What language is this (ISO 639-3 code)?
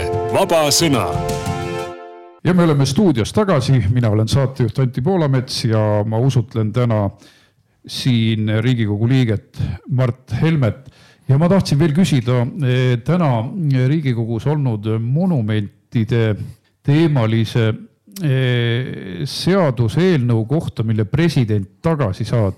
est